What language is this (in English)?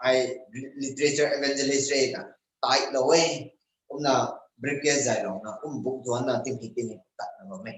Rongmei Naga